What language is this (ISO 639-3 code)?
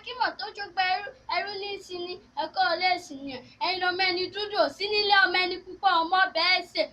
yor